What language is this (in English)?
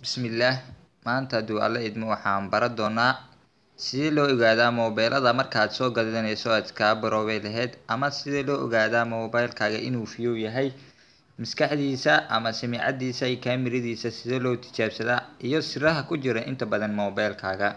Somali